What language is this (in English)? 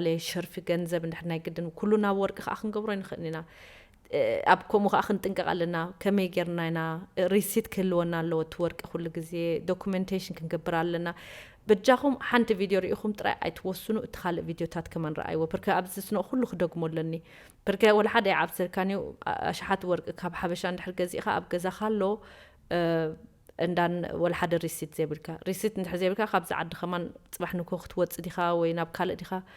Tigrinya